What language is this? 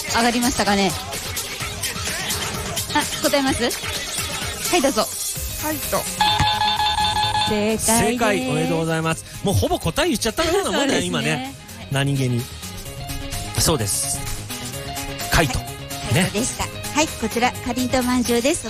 Japanese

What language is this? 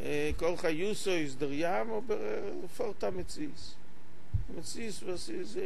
Yiddish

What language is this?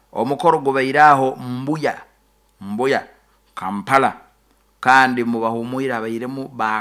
Nyoro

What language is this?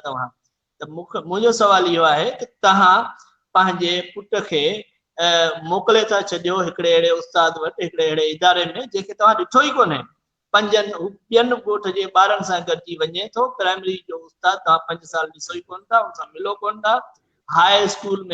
Sindhi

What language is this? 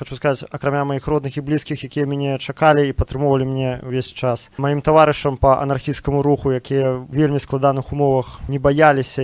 Belarusian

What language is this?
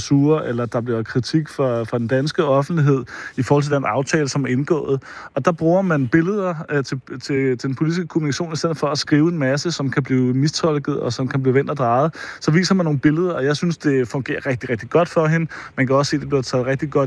Danish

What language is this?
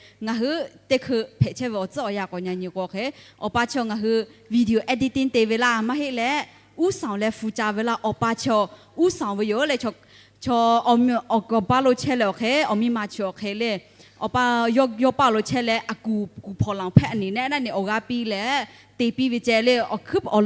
Lahu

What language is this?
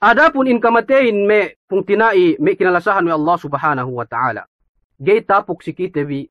Yakan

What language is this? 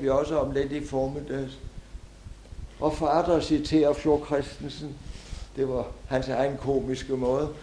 Danish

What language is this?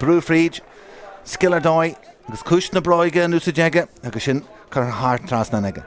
Irish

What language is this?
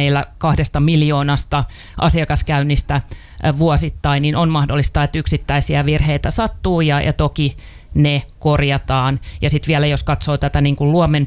Finnish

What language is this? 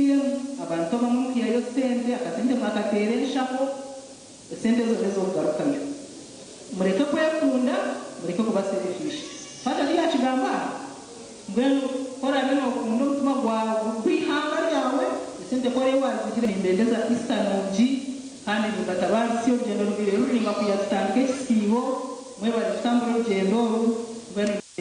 Nyankole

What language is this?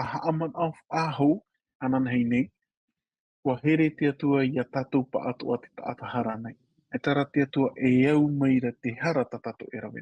Tahitian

